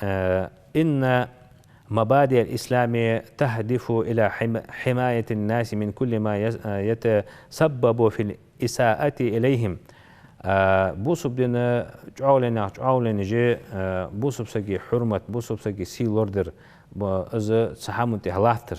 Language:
Ingush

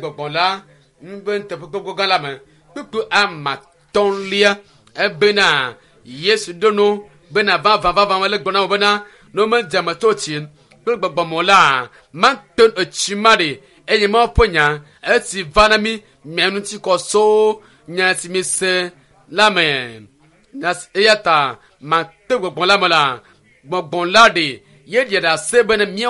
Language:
Ewe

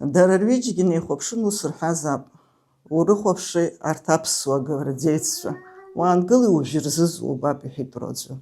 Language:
Abkhazian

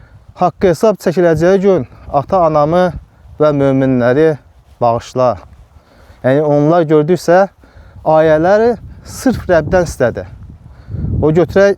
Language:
Azerbaijani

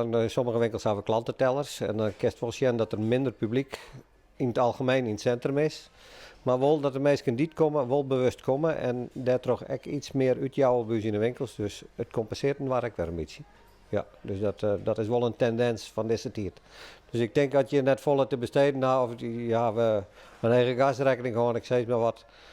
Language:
Western Frisian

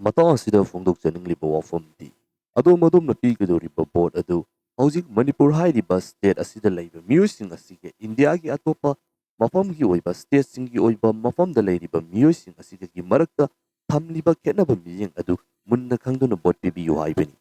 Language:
Manipuri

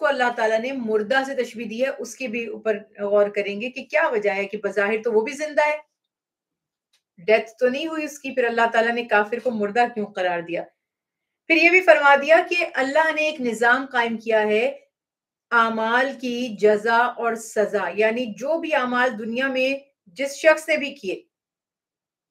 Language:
Urdu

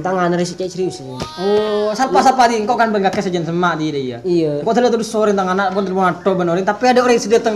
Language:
Madurese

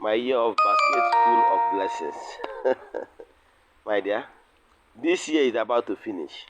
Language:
Igbo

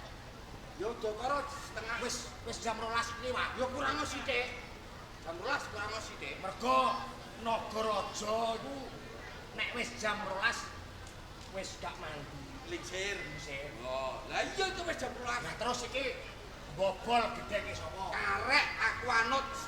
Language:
Javanese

